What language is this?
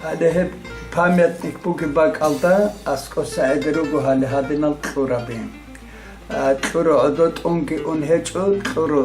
Avaric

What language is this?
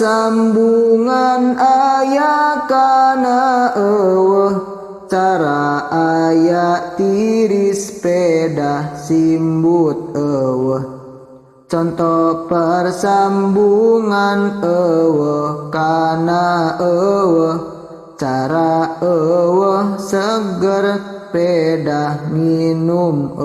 Sundanese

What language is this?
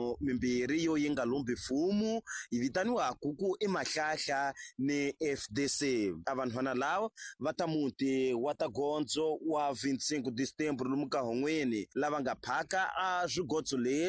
Tsonga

